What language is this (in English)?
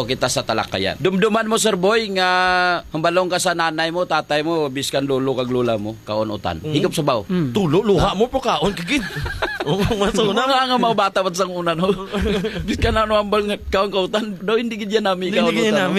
Hiligaynon